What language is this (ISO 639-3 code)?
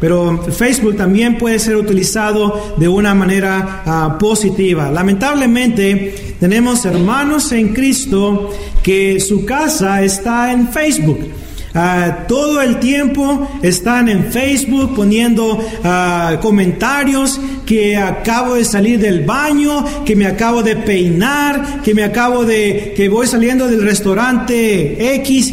spa